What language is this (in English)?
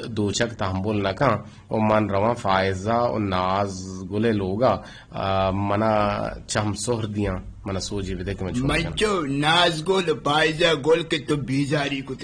Eastern Balochi